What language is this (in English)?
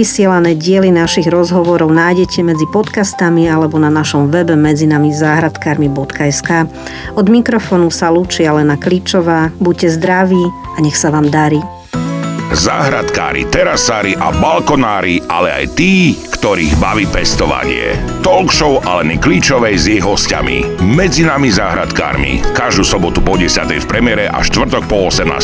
Slovak